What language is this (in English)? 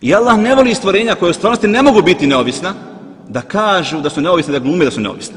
Bosnian